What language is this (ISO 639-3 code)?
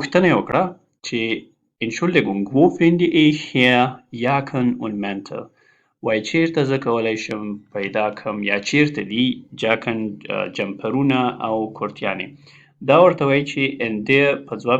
pus